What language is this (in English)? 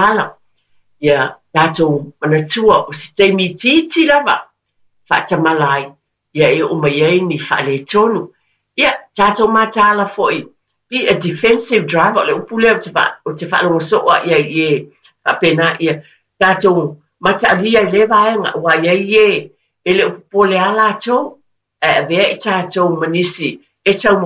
Samoan